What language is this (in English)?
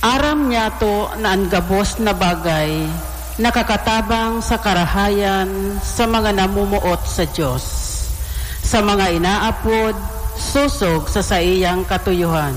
Bikol